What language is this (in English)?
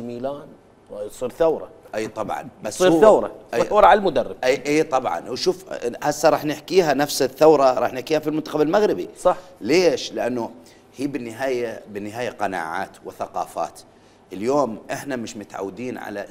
Mesopotamian Arabic